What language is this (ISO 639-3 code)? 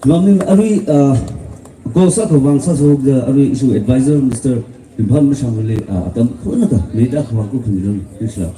nmf